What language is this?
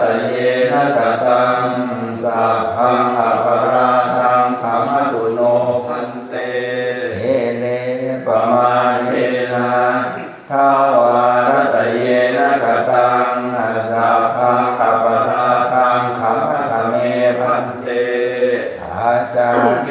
Pali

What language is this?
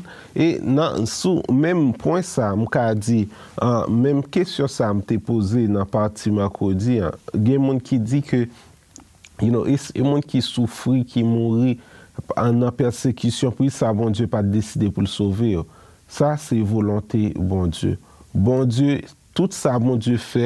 Haitian Creole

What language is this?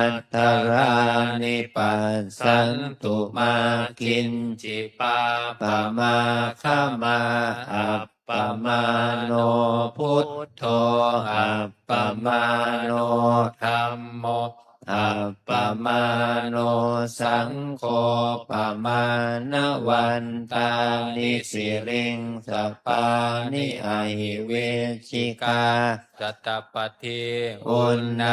Pali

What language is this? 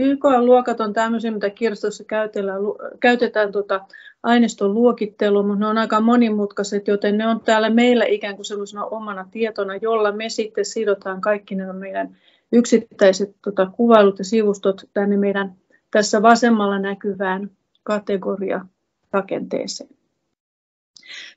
Finnish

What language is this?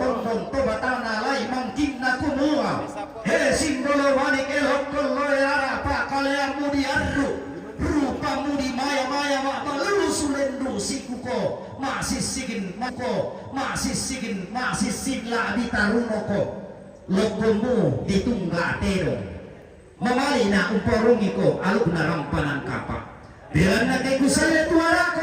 Toraja-Sa'dan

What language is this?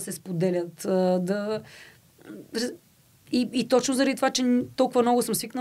Bulgarian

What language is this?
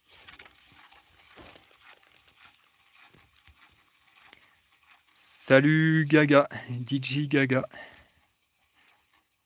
French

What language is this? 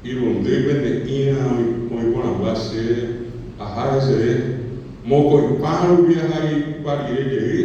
Guarani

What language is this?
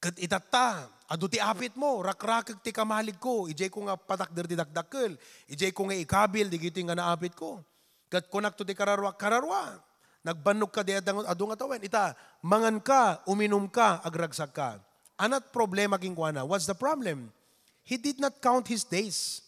Iloko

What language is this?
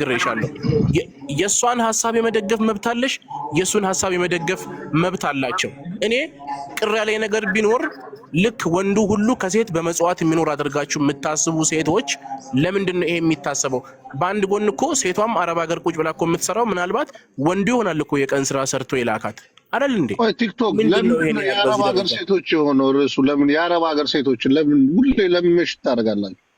Amharic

